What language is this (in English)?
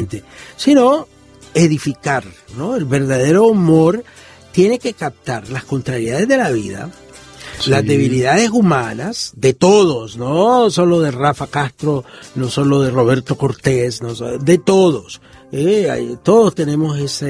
Spanish